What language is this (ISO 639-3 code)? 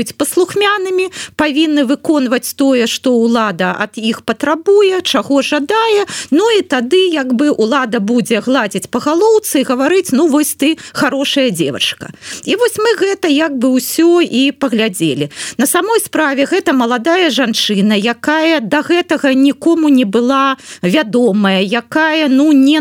bel